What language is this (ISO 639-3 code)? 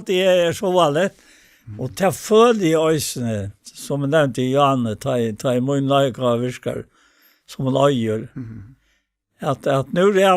fao